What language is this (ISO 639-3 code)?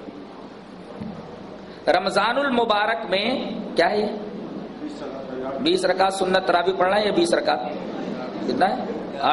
urd